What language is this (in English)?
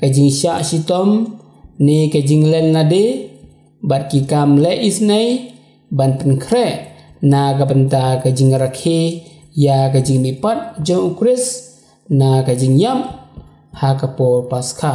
Khasi